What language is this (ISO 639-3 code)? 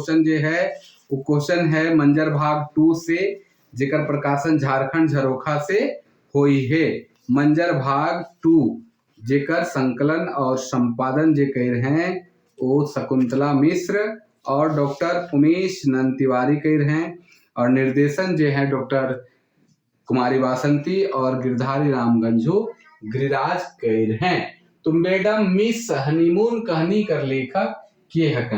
sck